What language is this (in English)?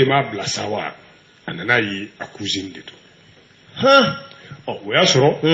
Bambara